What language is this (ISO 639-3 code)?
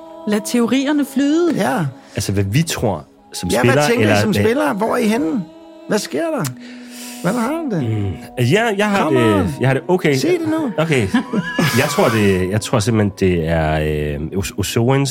dan